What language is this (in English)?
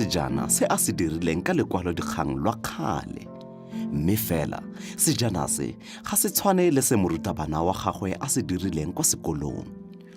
Tswana